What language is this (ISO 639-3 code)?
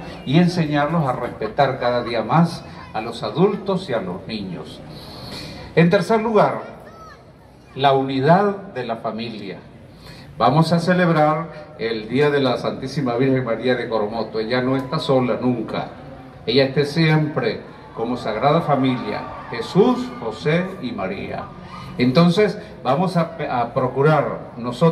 spa